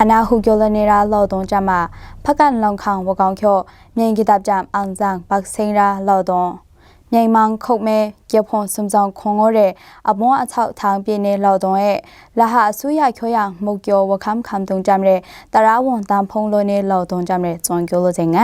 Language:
Maru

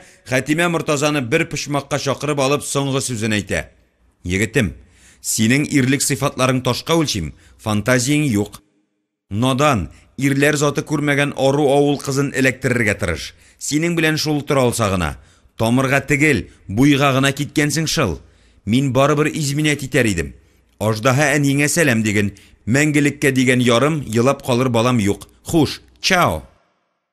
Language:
Tatar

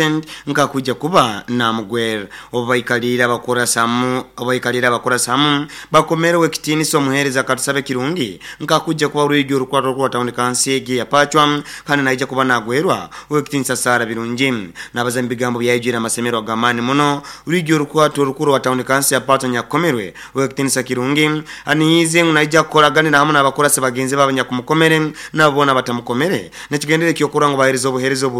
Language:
Nyoro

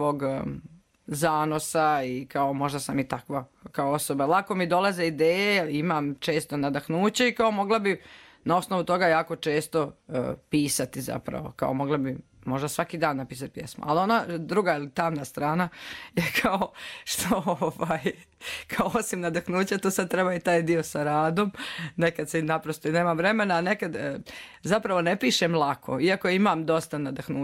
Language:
Croatian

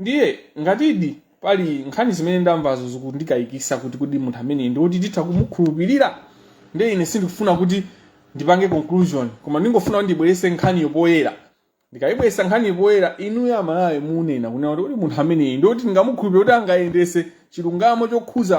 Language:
Nyanja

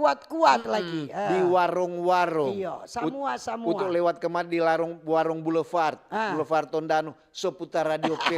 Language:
Manado Malay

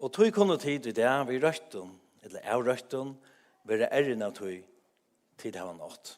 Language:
Faroese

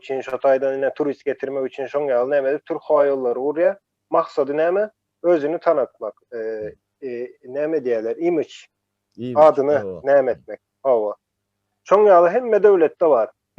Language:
Turkmen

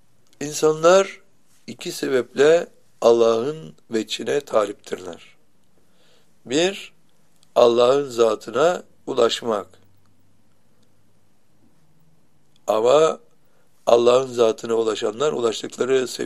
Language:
Turkish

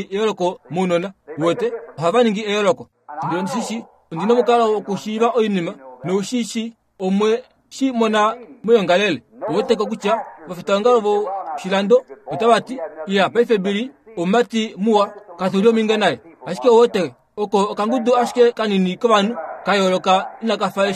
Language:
Kuanyama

